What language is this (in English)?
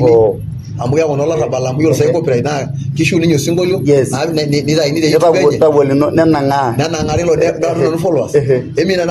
Masai